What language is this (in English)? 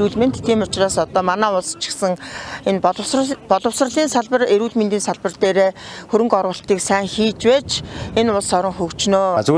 Mongolian